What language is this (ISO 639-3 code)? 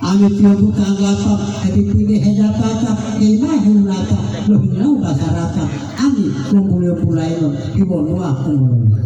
gor